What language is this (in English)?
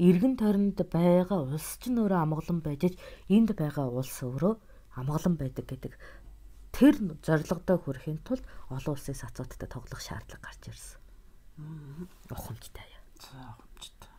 Mongolian